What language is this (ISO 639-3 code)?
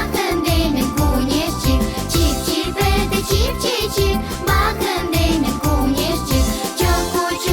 crh